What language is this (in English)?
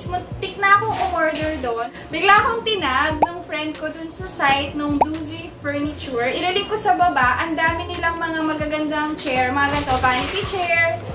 Filipino